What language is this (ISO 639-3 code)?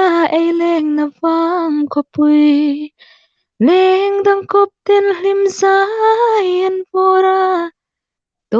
hmr